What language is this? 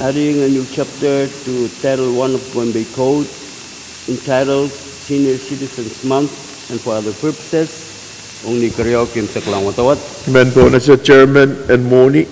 Pohnpeian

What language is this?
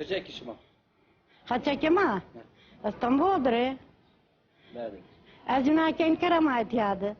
Zaza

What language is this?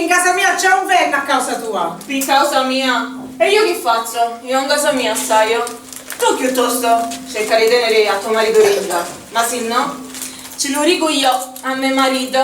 Sicilian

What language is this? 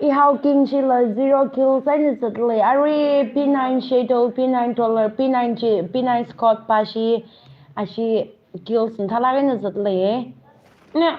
Tangkhul Naga (India)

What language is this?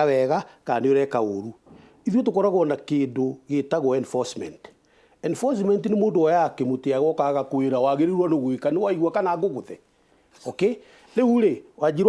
Kikuyu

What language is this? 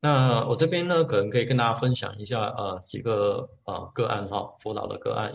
Chinese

